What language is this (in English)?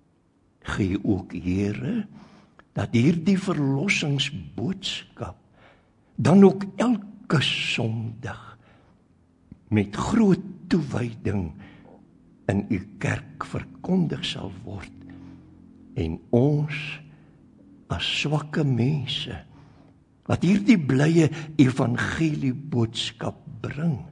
Afrikaans